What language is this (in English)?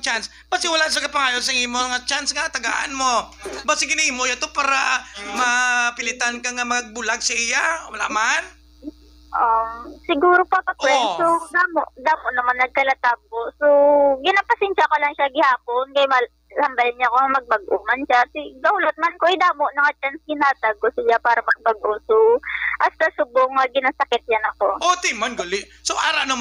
Hiligaynon